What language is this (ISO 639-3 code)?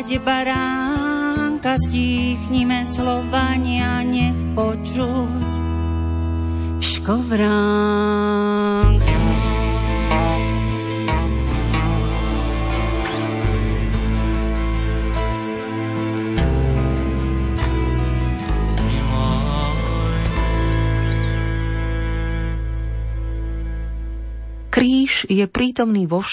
slk